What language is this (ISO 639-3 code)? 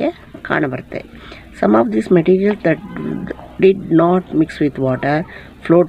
kan